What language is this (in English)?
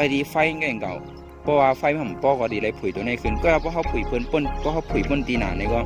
Shan